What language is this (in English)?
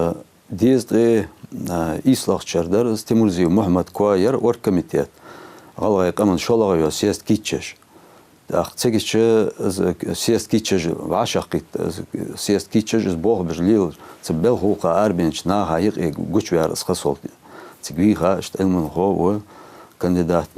Ingush